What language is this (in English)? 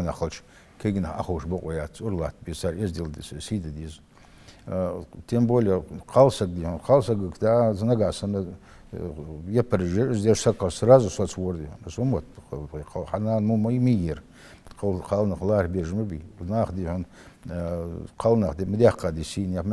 Ingush